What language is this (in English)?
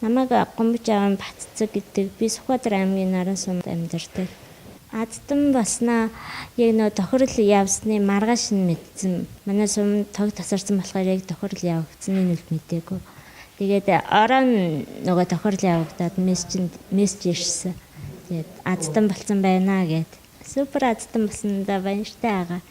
Mongolian